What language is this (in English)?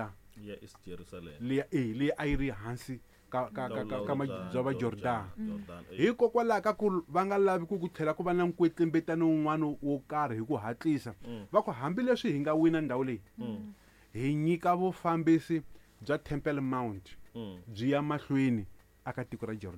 Tsonga